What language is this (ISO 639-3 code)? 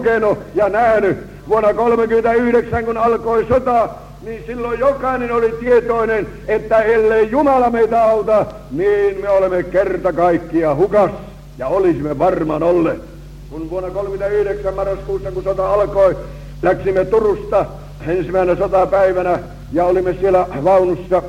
fin